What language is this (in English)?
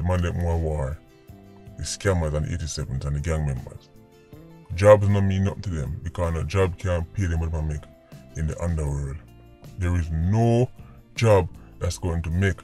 Jamaican Creole English